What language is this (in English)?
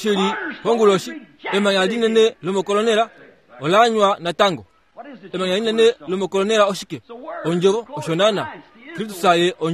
Kuanyama